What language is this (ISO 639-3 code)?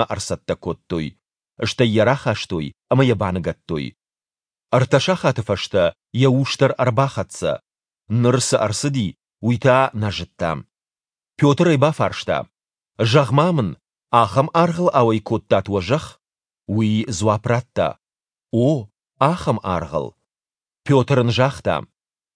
oss